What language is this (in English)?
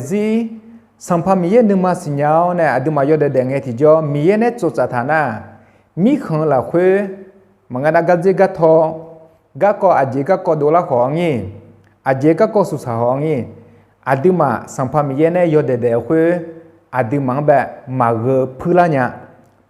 Akha